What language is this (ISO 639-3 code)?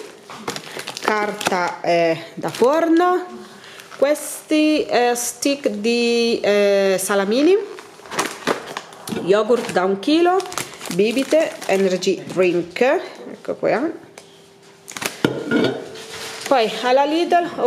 ita